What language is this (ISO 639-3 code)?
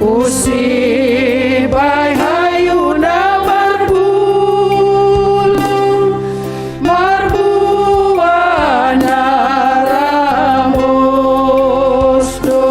bts